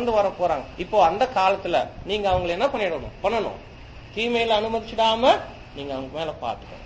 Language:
Tamil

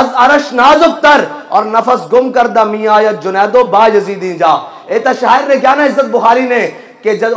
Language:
Urdu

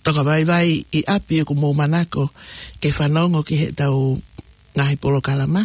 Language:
Tongan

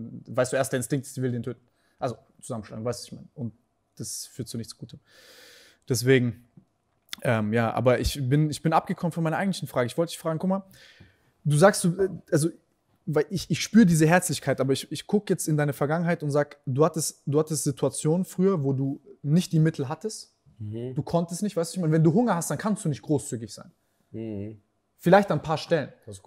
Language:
German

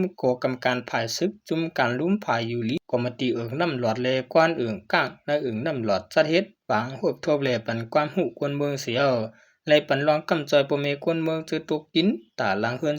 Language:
Shan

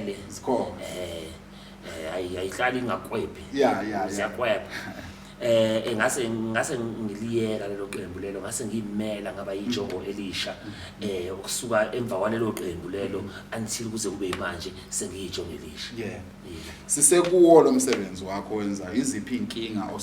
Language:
Zulu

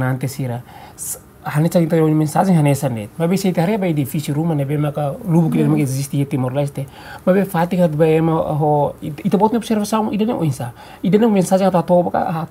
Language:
Tetum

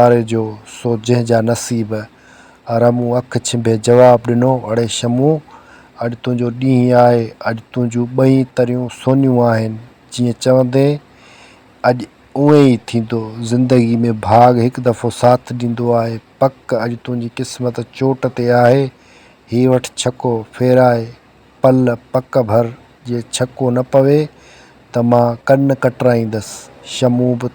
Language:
Sindhi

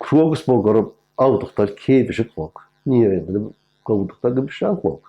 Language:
Irish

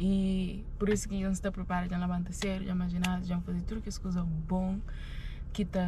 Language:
Kabuverdianu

